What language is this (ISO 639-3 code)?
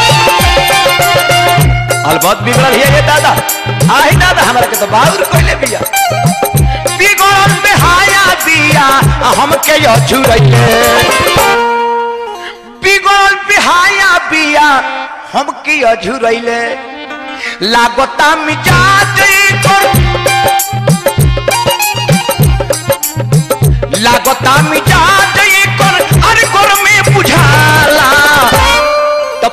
bho